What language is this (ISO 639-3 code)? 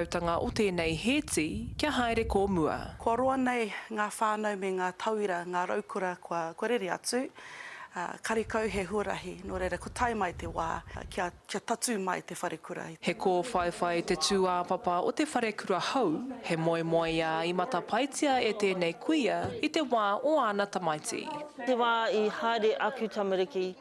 mri